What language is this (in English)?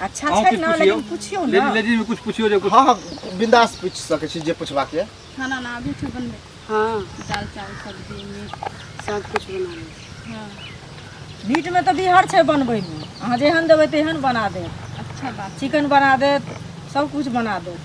Maithili